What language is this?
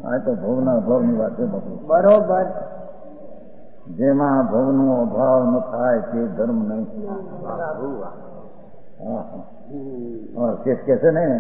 Gujarati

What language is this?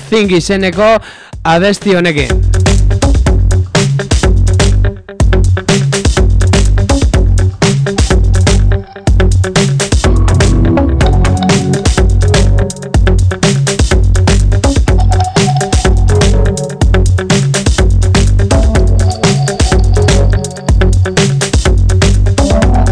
Basque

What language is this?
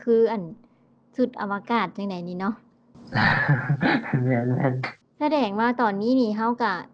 Lao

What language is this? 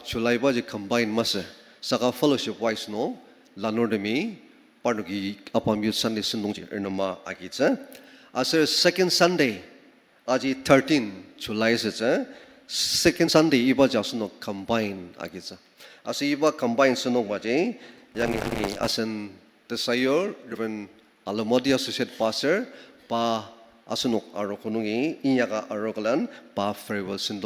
Ao Naga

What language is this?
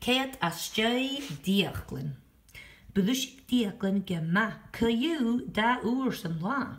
Scottish Gaelic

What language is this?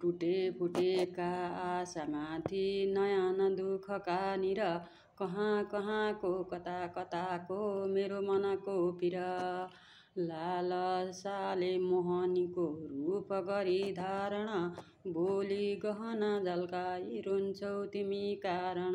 Nepali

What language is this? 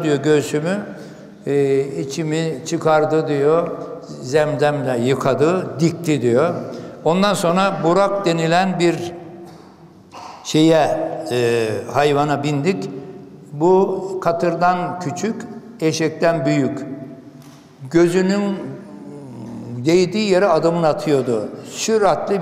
Turkish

